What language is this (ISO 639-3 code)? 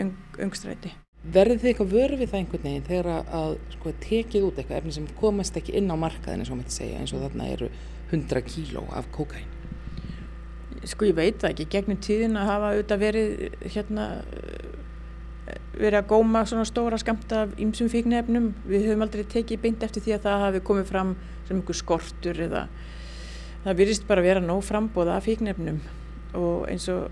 isl